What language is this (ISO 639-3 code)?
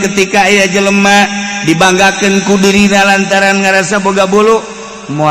sun